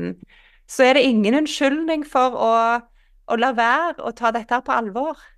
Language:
Norwegian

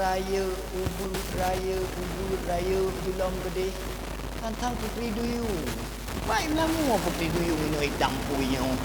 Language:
Achinese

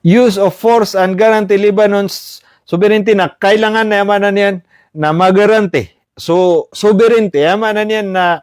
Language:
Maranao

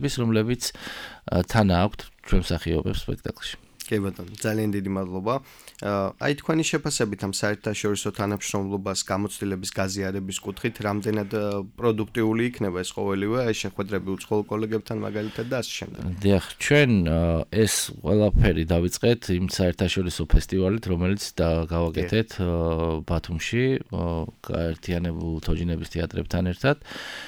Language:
Georgian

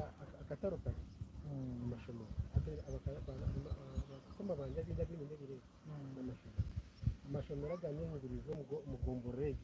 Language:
Nyankole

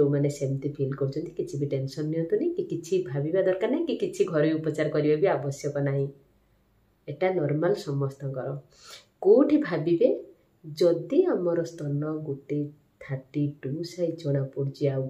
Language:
Odia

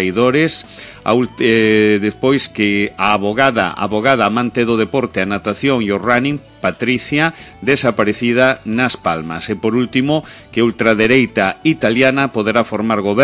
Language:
Galician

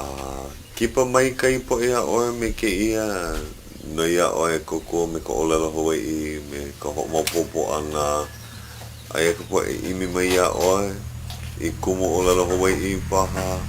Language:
Hawaiian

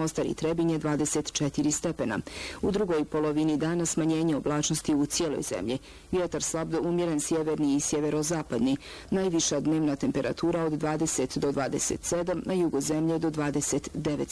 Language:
Bosnian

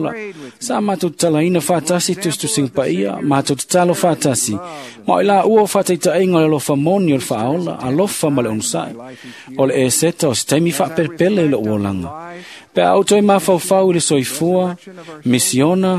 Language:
Samoan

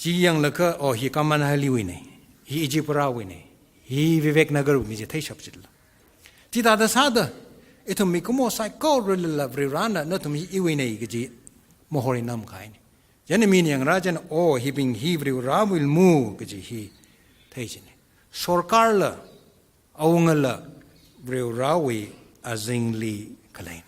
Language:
Tangkhul Naga (India)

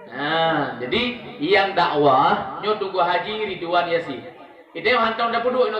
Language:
Achinese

